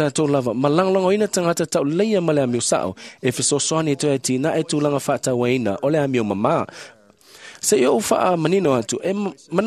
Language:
Samoan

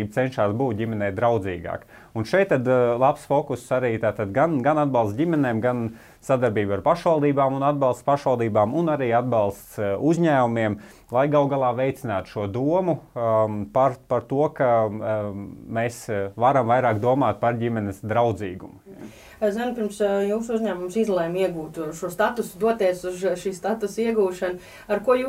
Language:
Latvian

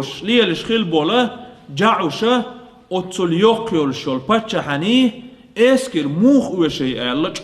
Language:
Chechen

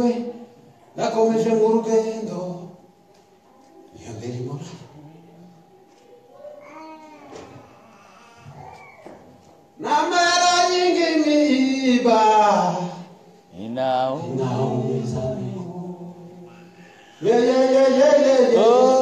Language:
Kinyarwanda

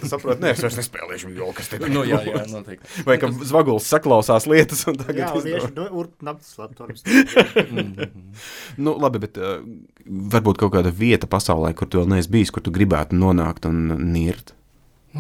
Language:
Latvian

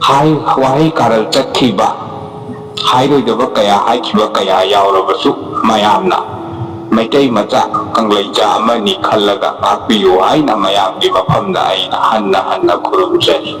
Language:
Manipuri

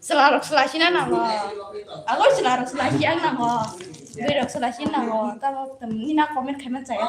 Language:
Kok Borok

